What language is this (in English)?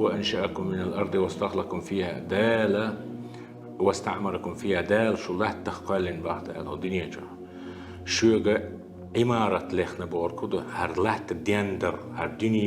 Chechen